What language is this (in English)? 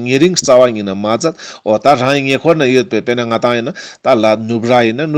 Ladakhi